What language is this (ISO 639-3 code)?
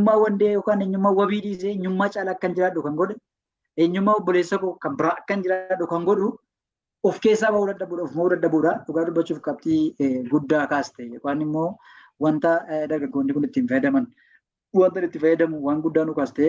orm